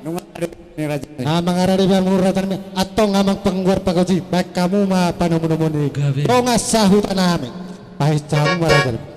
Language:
Batak Toba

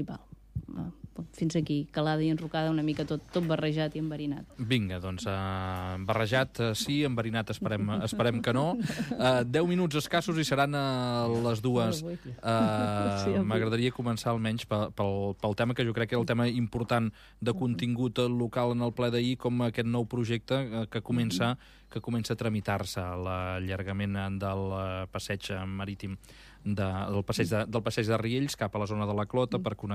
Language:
Catalan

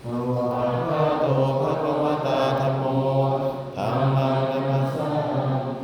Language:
Pali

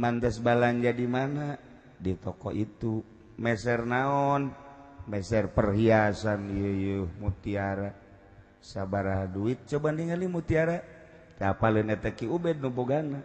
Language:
Sundanese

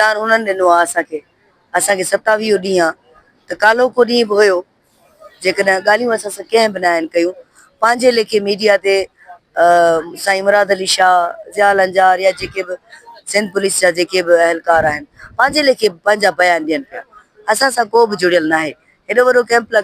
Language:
Sindhi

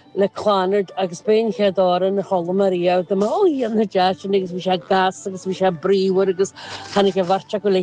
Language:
Irish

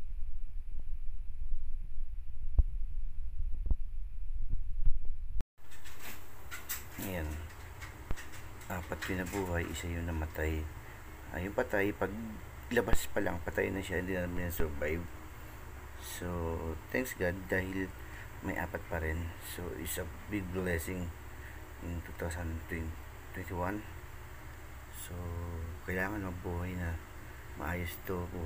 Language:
Filipino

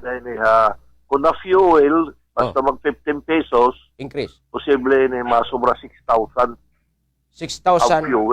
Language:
Waray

